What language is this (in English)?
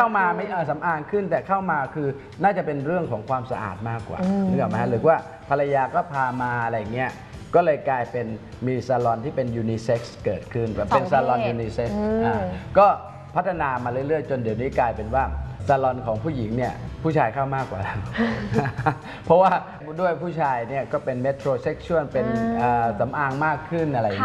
Thai